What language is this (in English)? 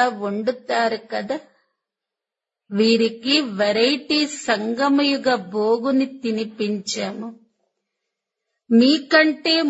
Telugu